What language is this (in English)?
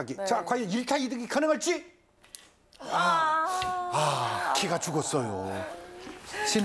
Korean